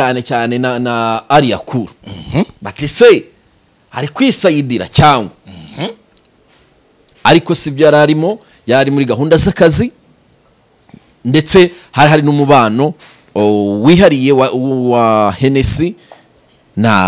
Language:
Kinyarwanda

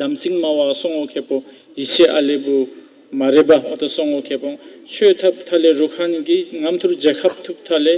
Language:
Tibetan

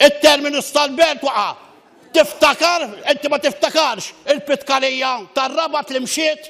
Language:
Maltese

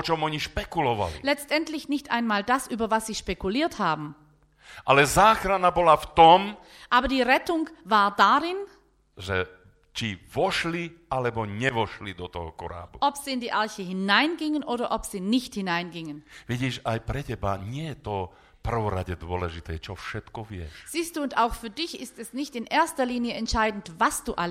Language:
Slovak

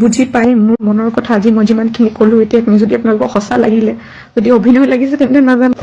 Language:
Assamese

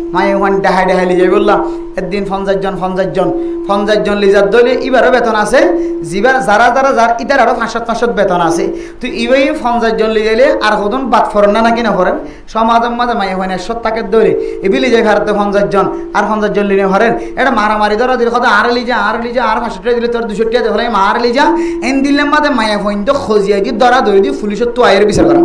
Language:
Rohingya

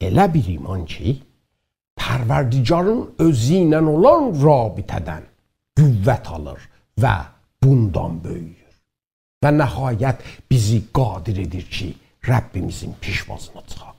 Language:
South Azerbaijani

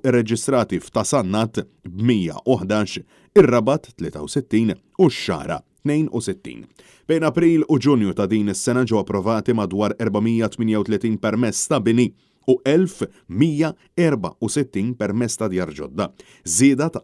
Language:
Maltese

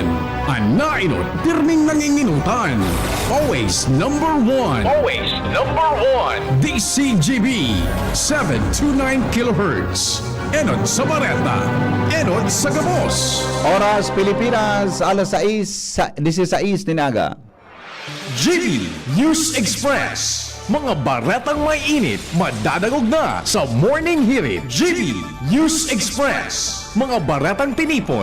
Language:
Bikol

